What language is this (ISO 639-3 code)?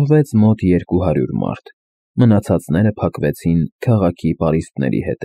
hye